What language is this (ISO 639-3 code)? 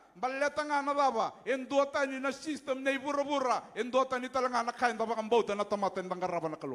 fij